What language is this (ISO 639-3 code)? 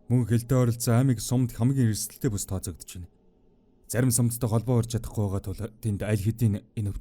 mon